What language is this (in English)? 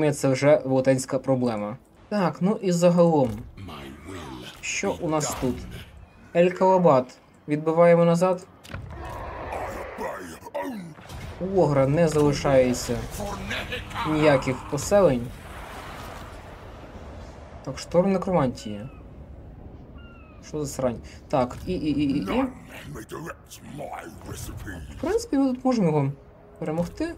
Ukrainian